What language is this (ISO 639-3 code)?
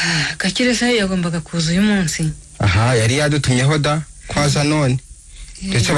kin